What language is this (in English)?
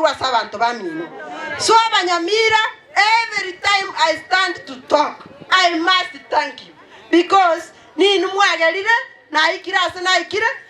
Gusii